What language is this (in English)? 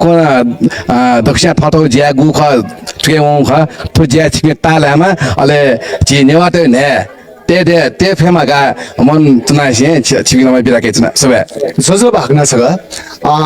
Newari